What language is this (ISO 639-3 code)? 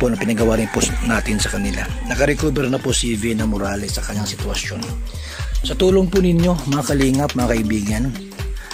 fil